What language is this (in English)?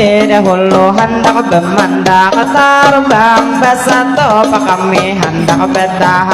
Banjar